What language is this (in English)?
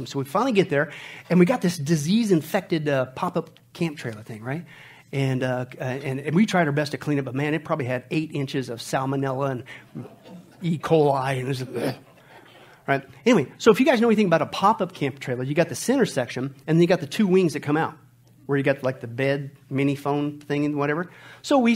English